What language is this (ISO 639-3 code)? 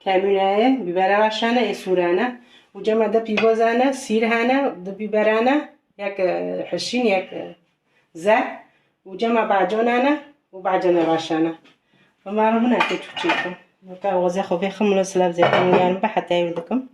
kur